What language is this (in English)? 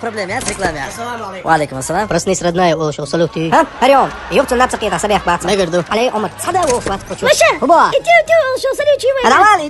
Chechen